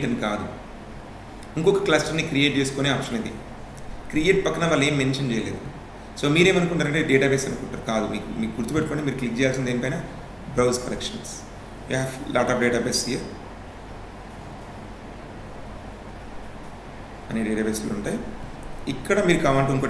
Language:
Telugu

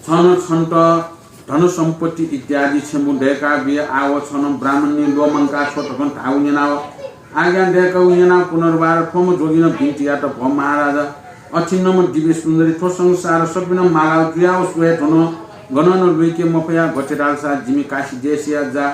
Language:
Newari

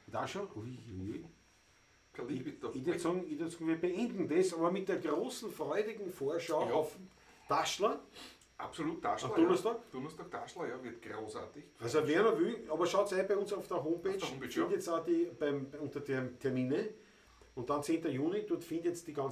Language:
Bavarian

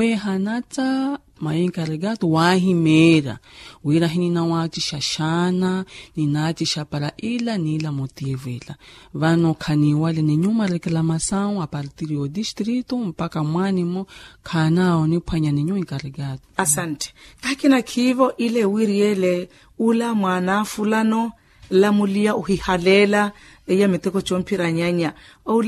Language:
Makhuwa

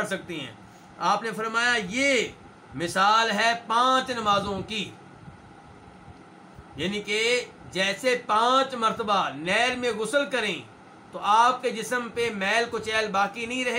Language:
Urdu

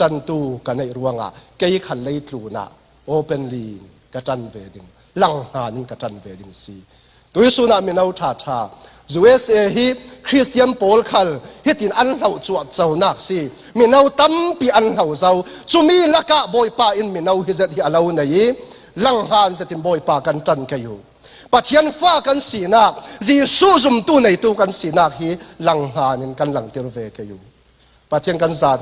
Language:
Falam Chin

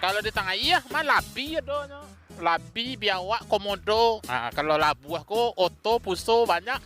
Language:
Minangkabau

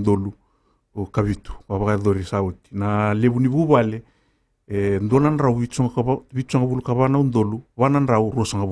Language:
Fijian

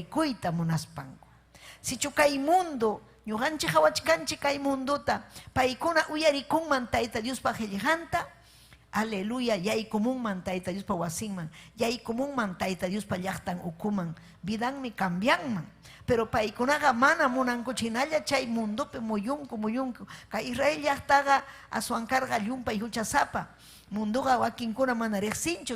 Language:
Ayacucho Quechua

